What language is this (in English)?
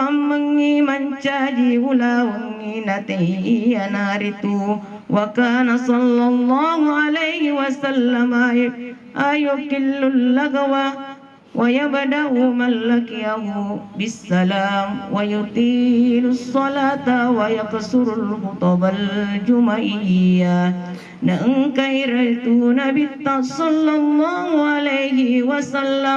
Buginese